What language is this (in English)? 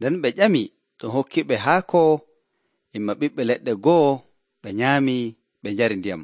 Nigerian Fulfulde